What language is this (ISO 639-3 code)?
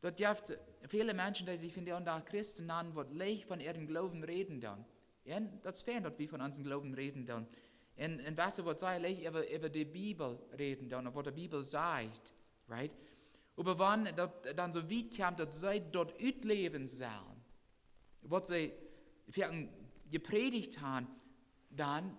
pdt